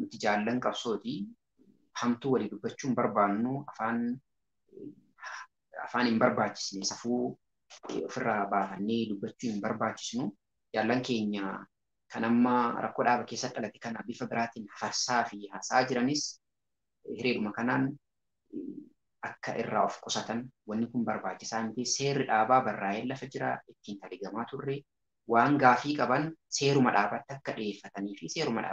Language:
Oromo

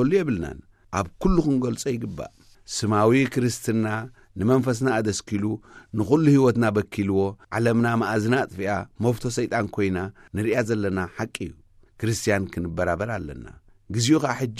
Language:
Tigrinya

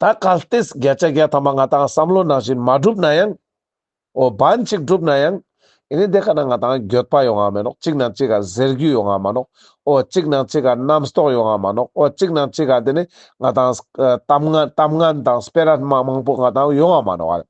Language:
Ladakhi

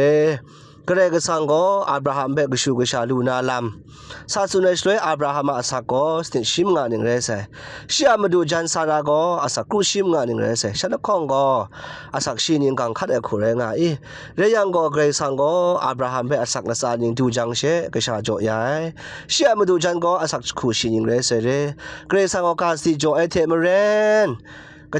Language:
Kachin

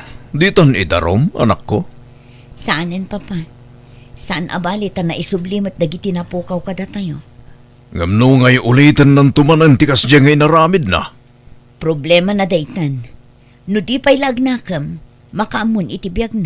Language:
Iloko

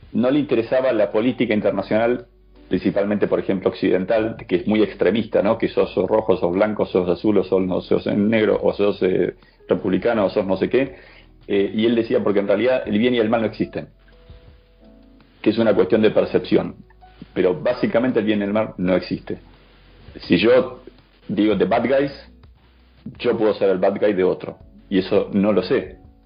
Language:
Spanish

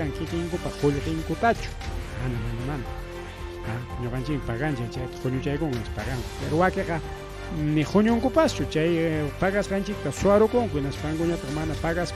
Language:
Ayacucho Quechua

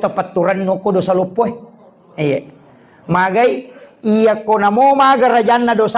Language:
Buginese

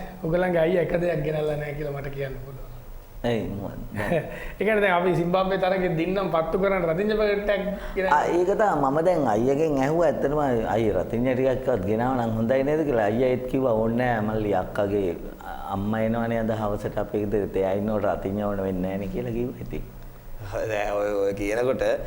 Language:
Sinhala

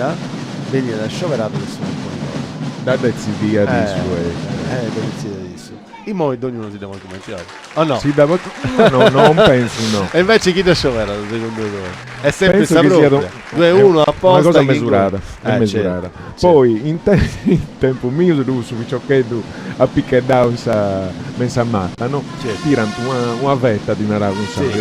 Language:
Sardinian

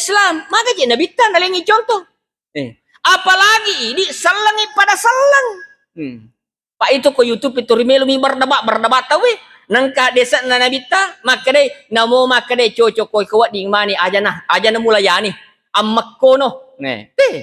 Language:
Buginese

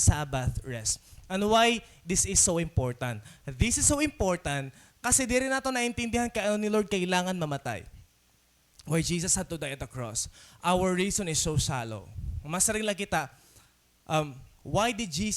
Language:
Waray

